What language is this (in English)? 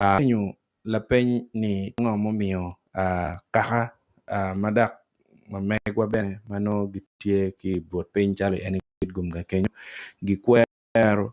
Acoli